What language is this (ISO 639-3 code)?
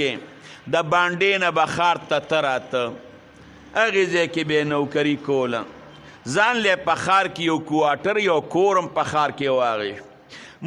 pus